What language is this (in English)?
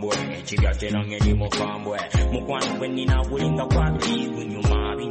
Swahili